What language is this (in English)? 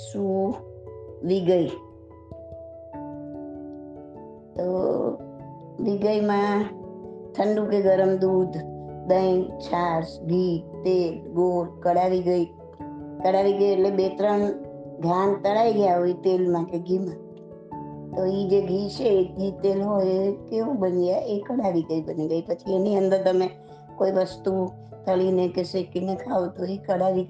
Gujarati